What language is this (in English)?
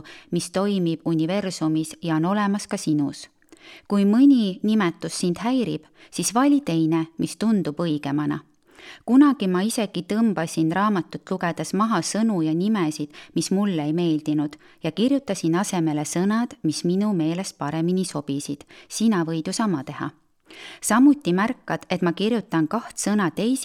Estonian